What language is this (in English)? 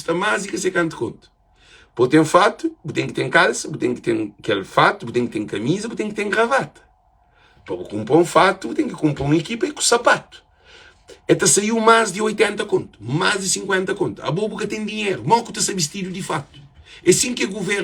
Kabuverdianu